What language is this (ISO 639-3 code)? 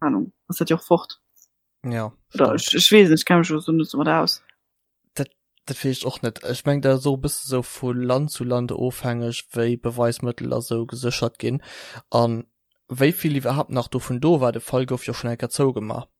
ltz